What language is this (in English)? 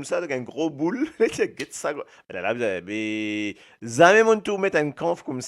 Morisyen